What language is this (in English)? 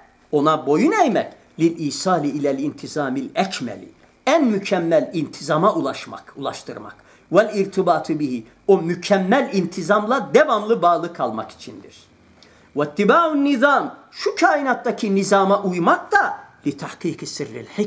Turkish